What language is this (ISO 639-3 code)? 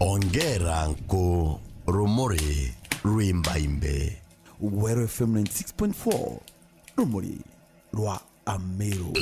mer